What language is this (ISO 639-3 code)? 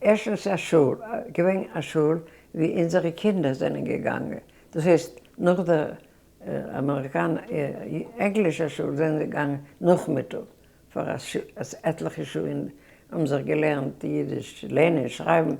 yid